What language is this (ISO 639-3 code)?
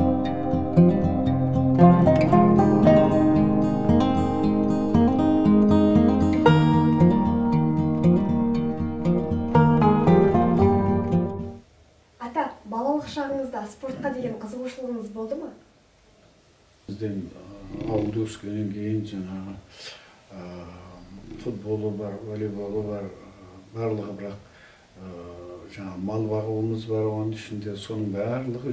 kaz